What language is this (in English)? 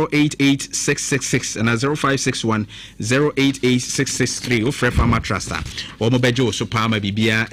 Akan